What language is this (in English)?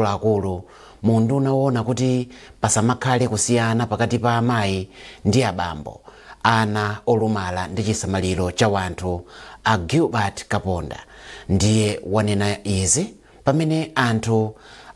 Nyanja